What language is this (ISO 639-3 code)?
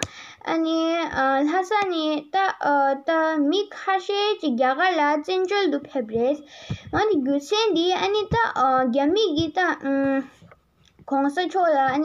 bod